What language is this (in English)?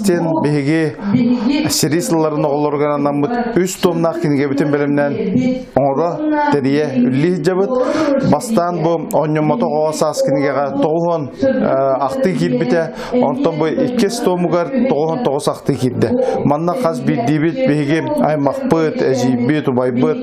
Yakut